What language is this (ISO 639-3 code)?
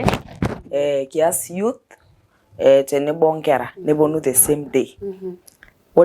mas